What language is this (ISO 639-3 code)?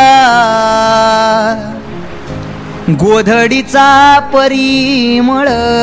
mar